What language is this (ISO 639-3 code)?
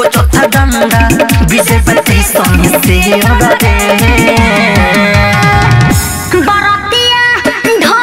bho